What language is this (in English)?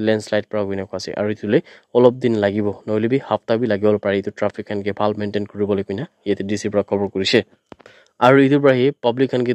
Naga Pidgin